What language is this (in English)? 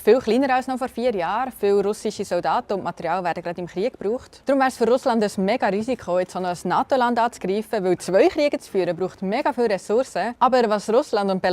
Swiss German